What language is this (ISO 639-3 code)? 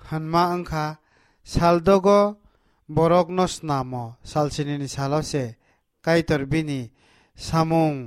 trp